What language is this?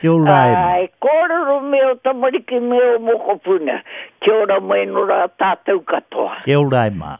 Māori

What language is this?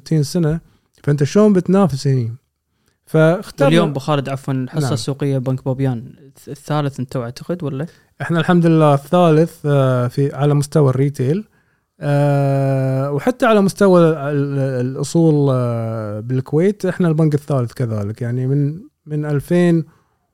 Gulf Arabic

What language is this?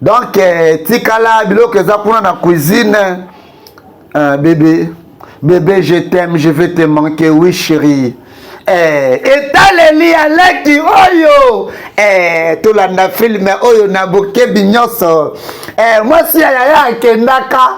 Lingala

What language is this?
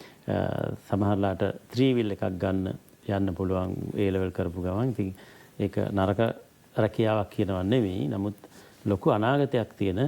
Sinhala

